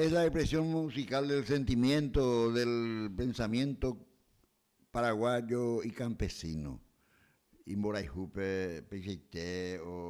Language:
Guarani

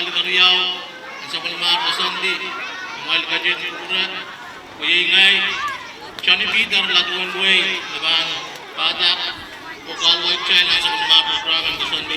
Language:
Pohnpeian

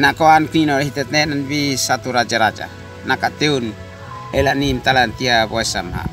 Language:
Uab Meto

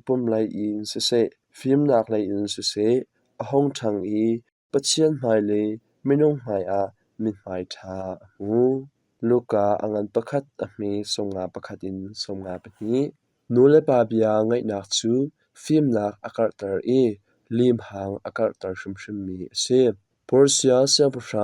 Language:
Hakha Chin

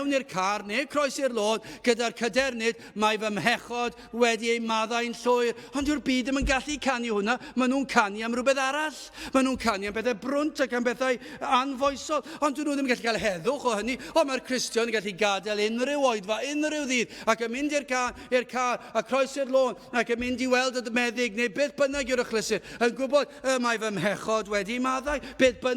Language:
Welsh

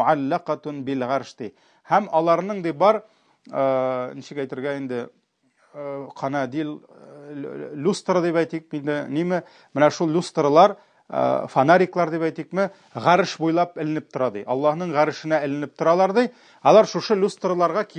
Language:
Tatar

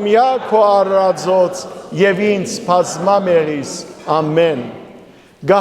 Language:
Western Armenian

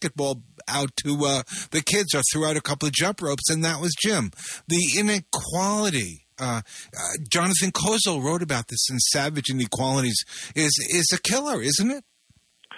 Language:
English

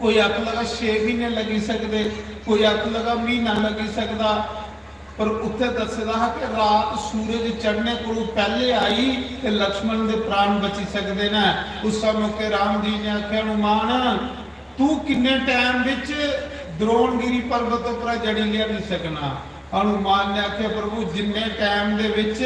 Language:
Dogri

